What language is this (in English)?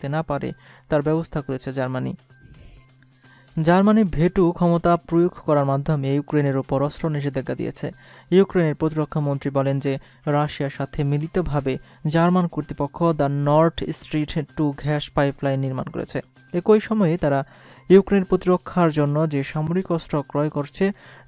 Bangla